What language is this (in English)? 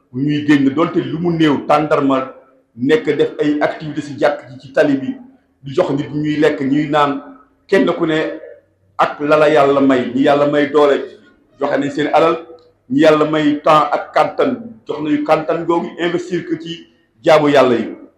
Wolof